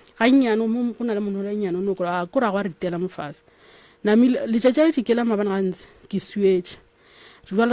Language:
Northern Sotho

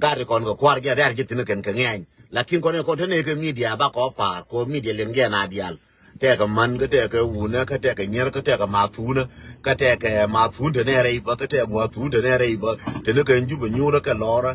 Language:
Nuer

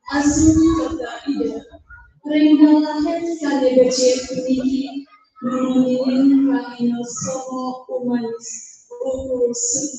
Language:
Balinese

